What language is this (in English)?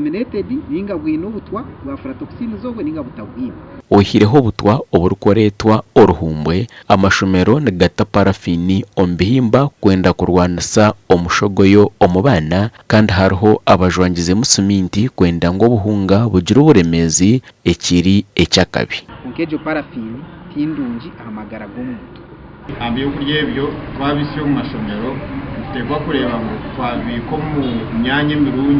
Nyankole